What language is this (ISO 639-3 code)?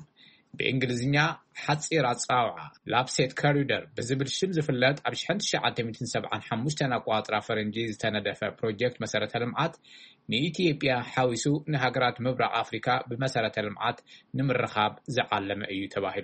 tir